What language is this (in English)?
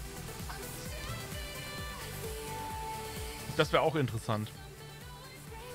German